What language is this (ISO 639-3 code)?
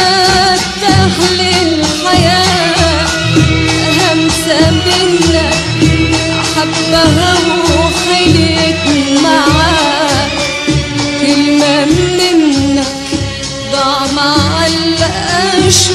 arz